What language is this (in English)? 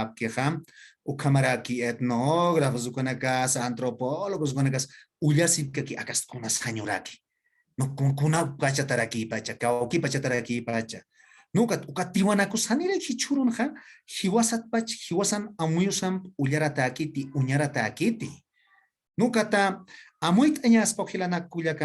Aymara